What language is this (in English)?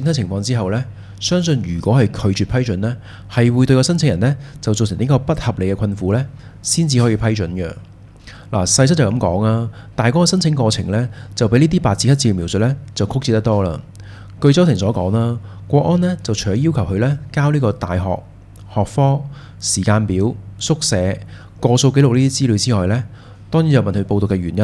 Cantonese